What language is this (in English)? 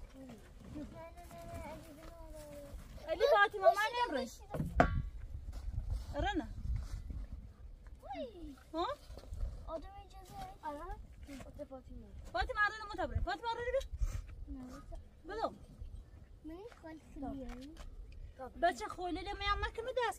Persian